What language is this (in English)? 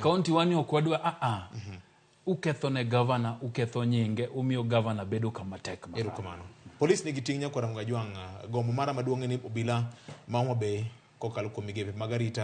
Luo (Kenya and Tanzania)